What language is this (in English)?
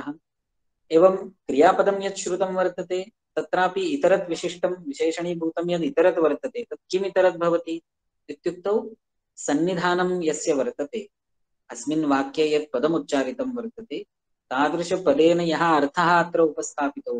Sanskrit